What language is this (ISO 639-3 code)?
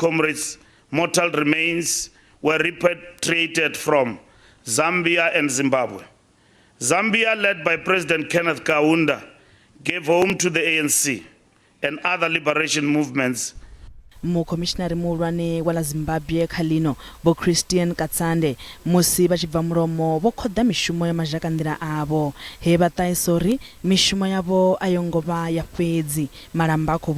ven